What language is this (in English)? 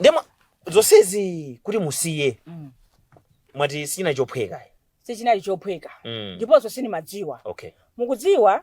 Nyanja